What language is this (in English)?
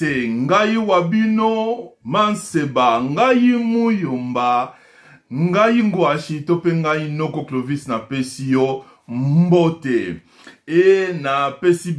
Lingala